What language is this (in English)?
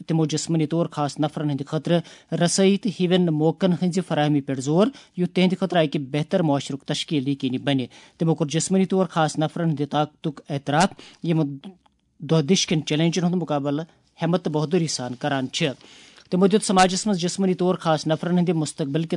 Kashmiri